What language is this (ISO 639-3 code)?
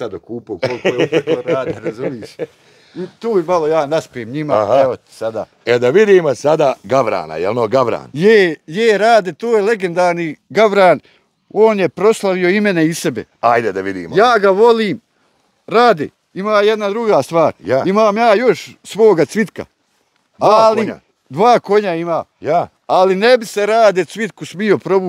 bos